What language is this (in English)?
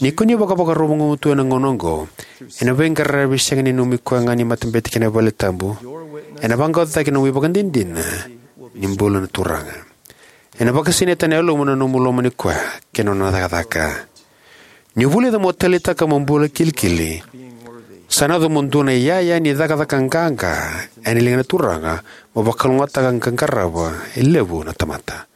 Fijian